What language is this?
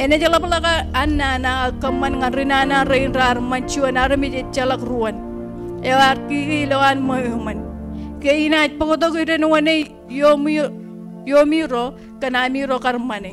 Marshallese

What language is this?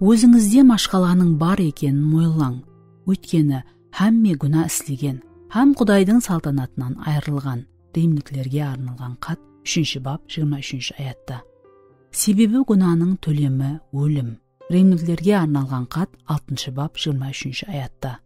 Kara-Kalpak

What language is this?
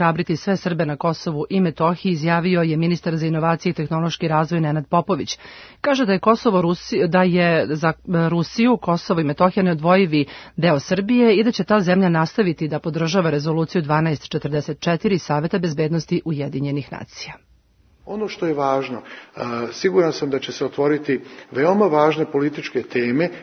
Serbian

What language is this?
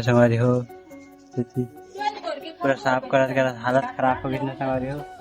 Chhattisgarhi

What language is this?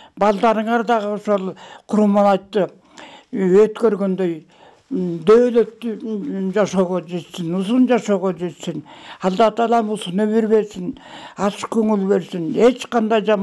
Kyrgyz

